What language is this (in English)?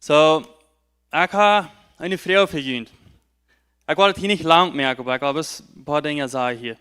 Plautdietsch